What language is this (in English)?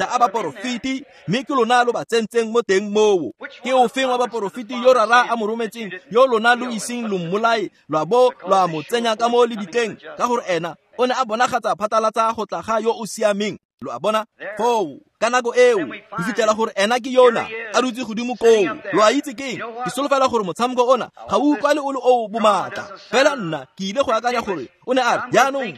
Tswana